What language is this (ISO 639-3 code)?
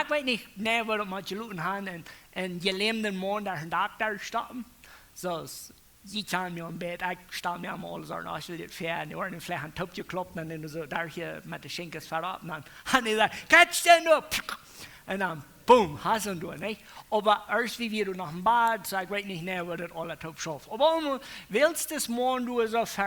pdt